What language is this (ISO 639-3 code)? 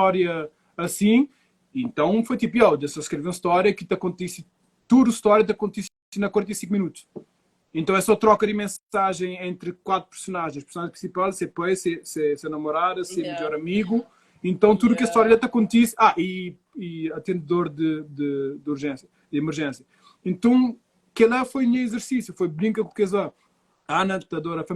kea